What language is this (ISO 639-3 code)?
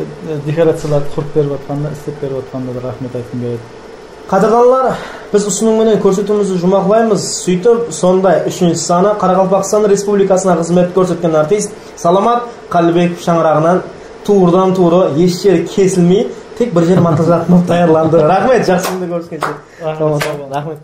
kaa